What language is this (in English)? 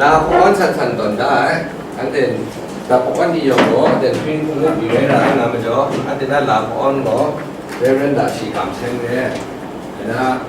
Kachin